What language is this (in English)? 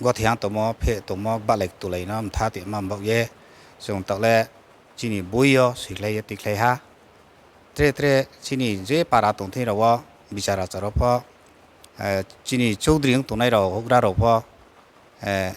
Riang (India)